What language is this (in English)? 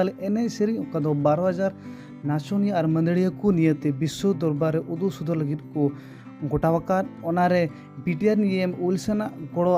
Santali